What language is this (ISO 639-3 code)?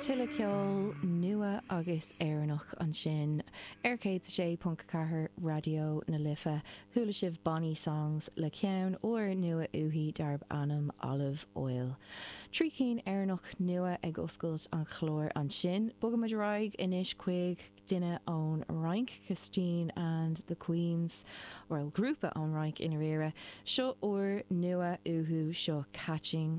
gle